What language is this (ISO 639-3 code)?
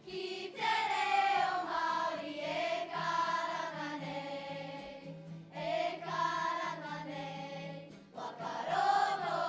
mri